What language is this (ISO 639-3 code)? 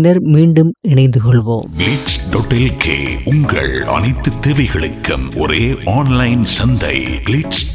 tam